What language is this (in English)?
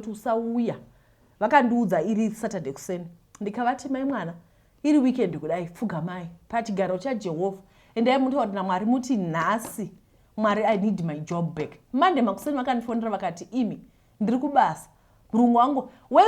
Shona